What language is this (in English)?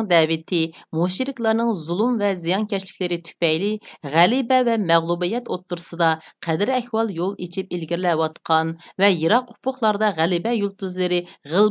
Uyghur